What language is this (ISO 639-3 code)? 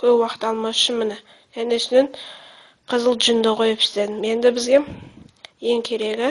kaz